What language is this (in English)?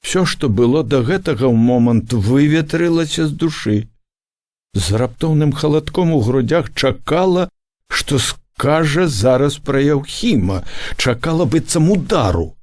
Belarusian